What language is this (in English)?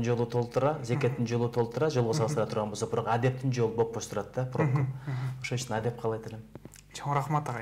Kyrgyz